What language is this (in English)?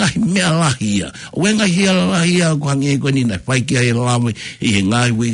Tongan